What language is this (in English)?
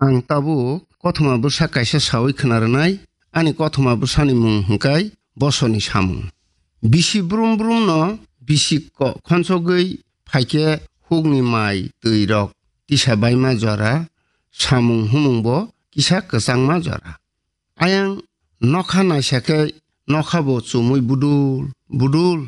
Kok Borok